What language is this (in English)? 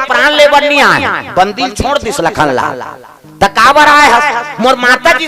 Chhattisgarhi